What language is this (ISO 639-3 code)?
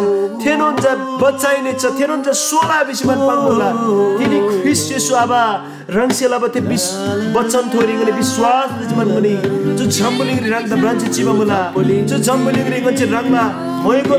taj